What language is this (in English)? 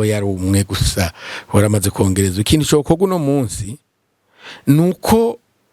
Rundi